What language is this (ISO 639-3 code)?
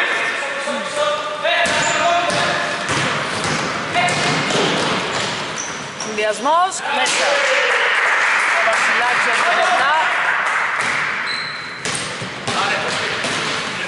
ell